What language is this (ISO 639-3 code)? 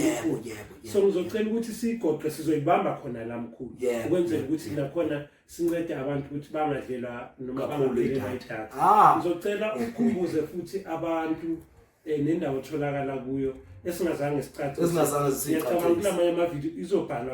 zul